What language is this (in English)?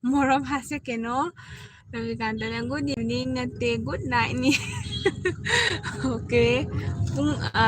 Manipuri